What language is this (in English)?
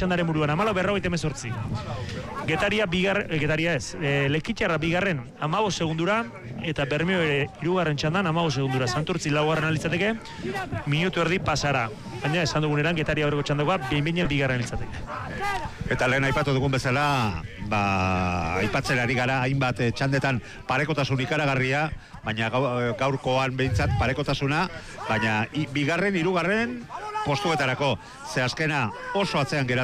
Basque